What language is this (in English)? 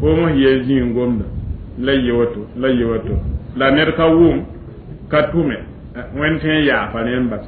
Mossi